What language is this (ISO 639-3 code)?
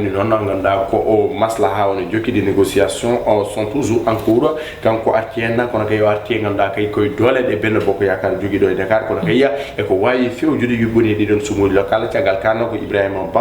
ful